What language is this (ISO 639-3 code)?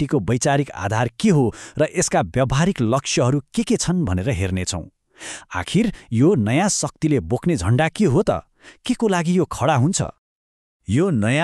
nep